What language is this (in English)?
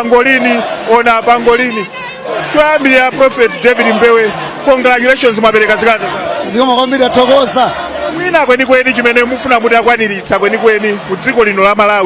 Nyanja